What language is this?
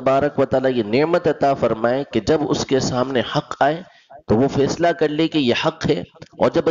Urdu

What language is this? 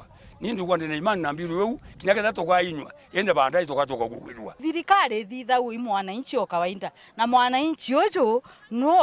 Meru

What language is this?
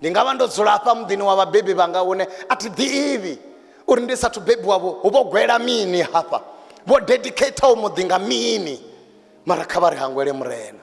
Venda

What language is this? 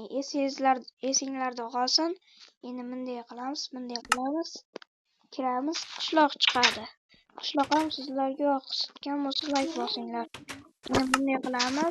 Uzbek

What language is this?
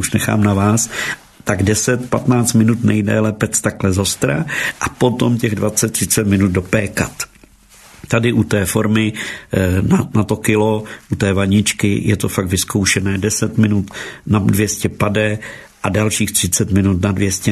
Czech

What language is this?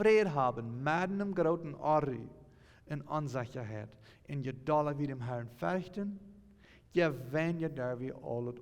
Plautdietsch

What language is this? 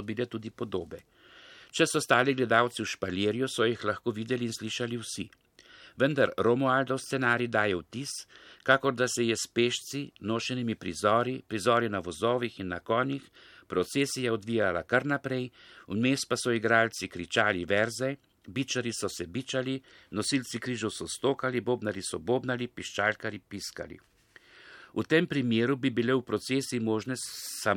Slovenian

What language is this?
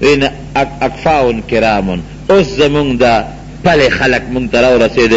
Pashto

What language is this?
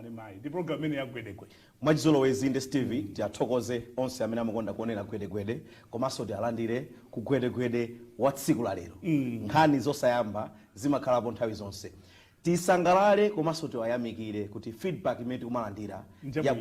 Nyanja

